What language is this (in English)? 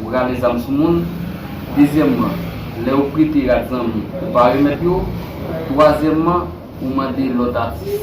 Haitian Creole